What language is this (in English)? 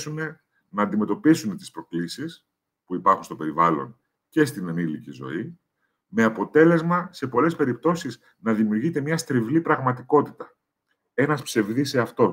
Greek